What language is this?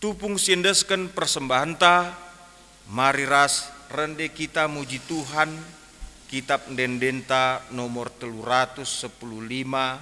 Batak Karo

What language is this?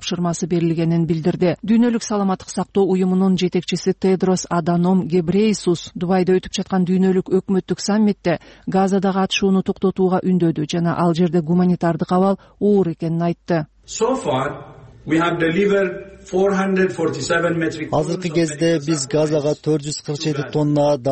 Kyrgyz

